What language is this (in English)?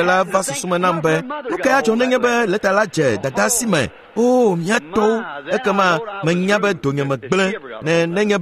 Ewe